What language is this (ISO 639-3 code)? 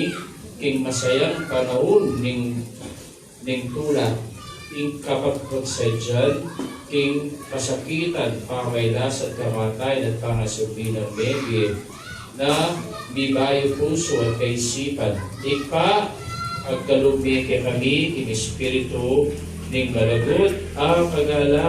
pam